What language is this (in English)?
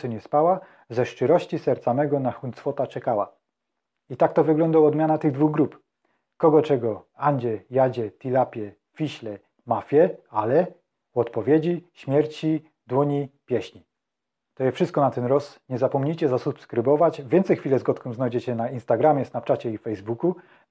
Silesian